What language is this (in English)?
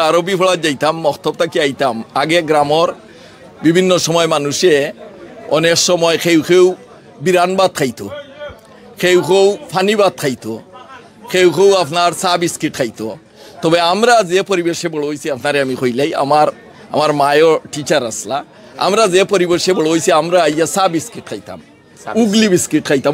Sylheti